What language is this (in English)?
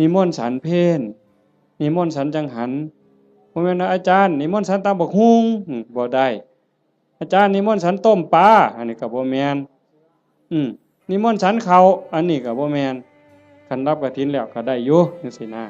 Northeastern Thai